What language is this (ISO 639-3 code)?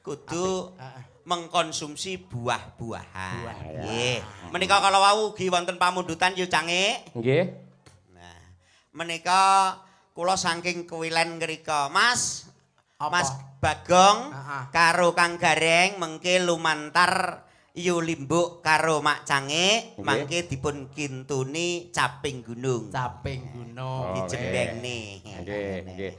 jav